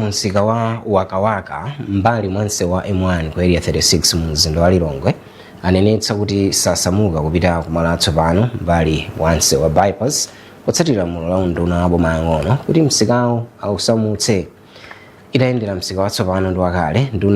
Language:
Nyanja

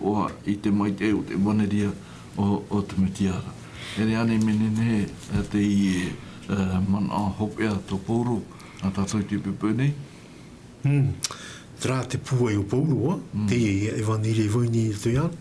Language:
Tahitian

